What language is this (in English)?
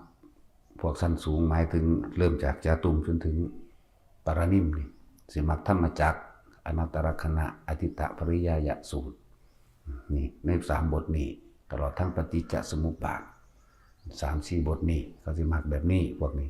Northeastern Thai